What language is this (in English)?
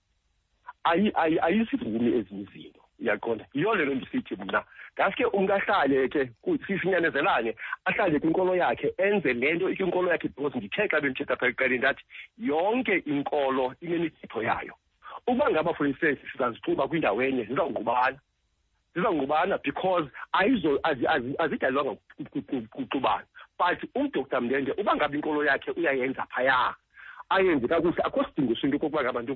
Xhosa